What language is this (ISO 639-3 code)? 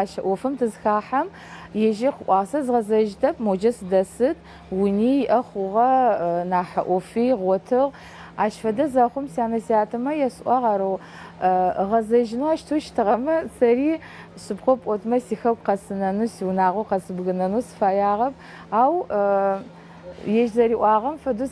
ady